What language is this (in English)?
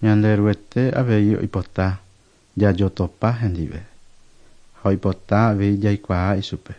Guarani